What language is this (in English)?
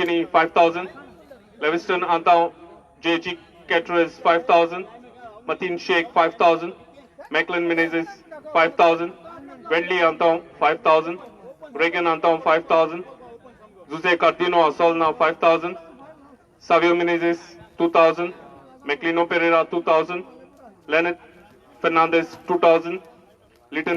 Konkani